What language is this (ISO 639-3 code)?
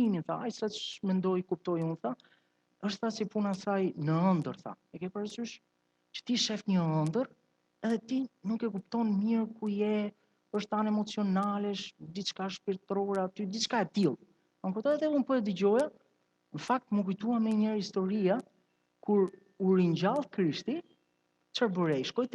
sqi